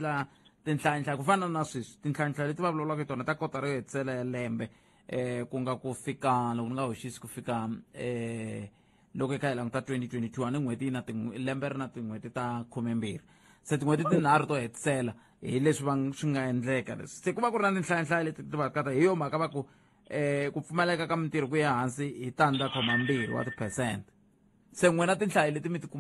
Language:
Tsonga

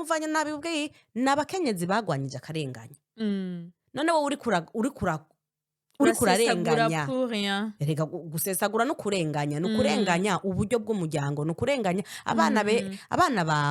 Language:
Rundi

